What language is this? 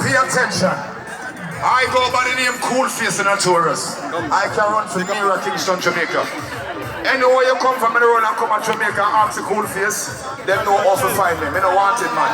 Jamaican Creole English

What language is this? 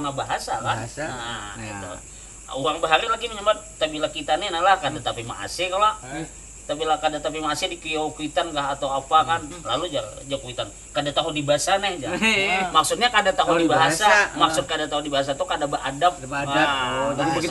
Banjar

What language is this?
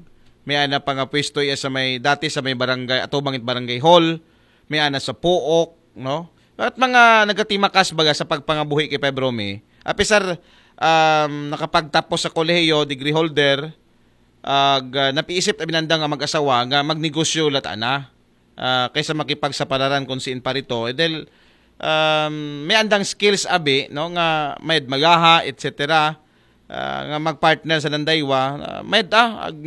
Aklanon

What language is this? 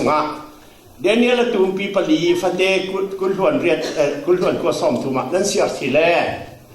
Falam Chin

